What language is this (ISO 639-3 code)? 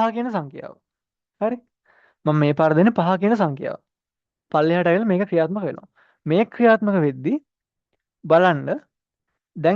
sin